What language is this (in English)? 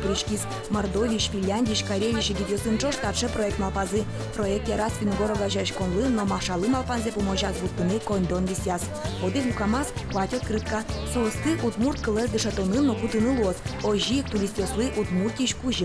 Udmurt